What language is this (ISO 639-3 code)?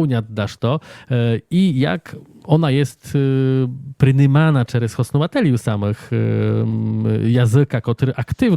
rue